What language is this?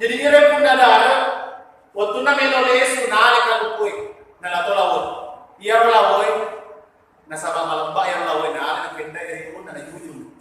Buginese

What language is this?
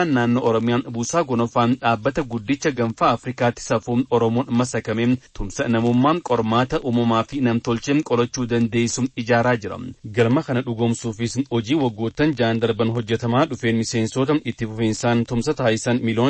Oromo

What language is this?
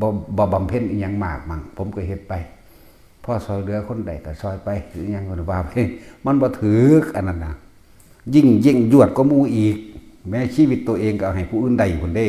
Northeastern Thai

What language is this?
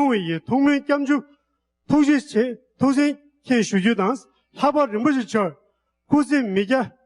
Tibetan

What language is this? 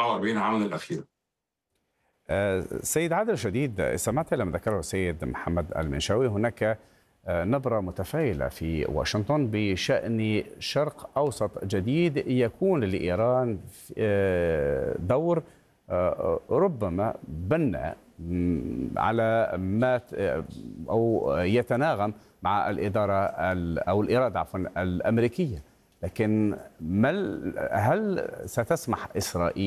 Arabic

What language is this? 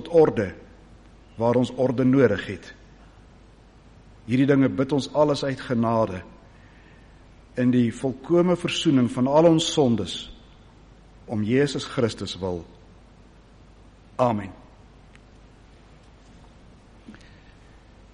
Afrikaans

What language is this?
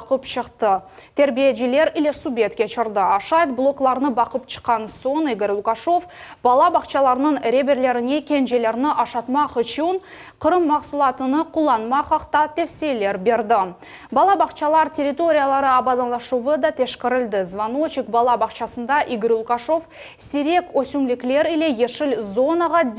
Crimean Tatar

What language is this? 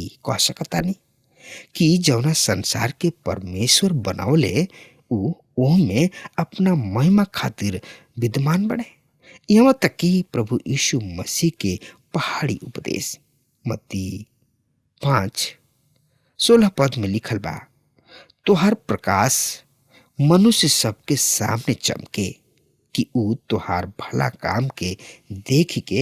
Bhojpuri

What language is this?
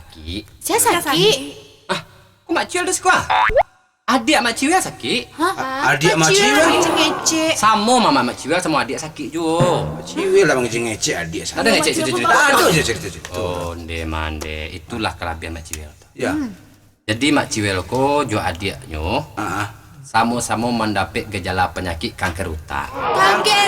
Minangkabau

